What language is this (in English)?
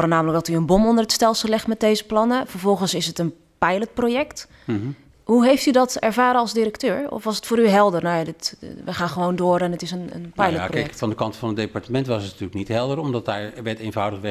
Dutch